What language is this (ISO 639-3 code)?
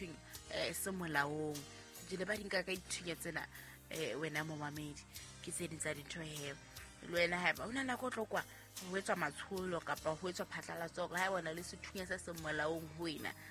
sot